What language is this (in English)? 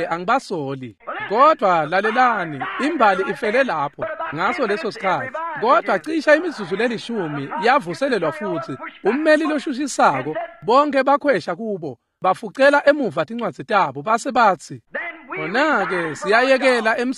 Swati